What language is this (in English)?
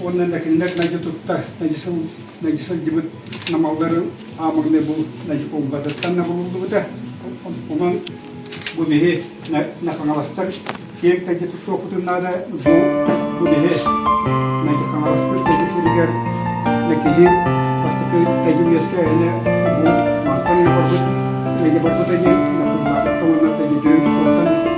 Yakut